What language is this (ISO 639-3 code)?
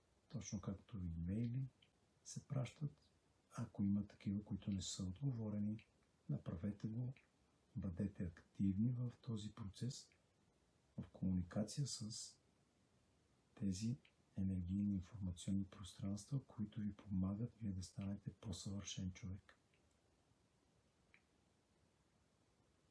bul